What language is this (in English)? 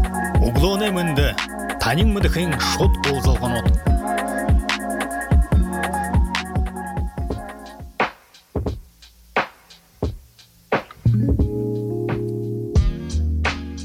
Buriat